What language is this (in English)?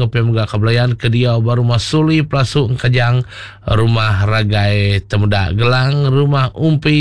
Iban